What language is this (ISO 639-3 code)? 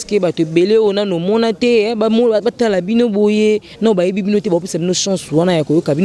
lin